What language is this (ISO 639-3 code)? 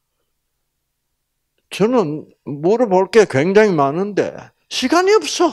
kor